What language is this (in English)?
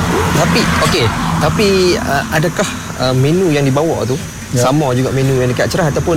Malay